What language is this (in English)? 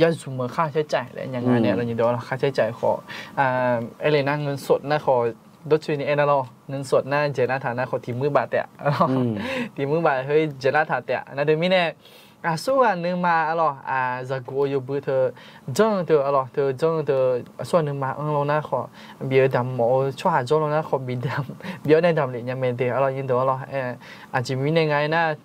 Akha